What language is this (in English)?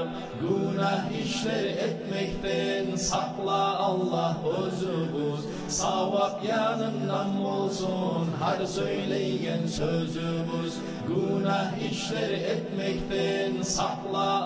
Kumyk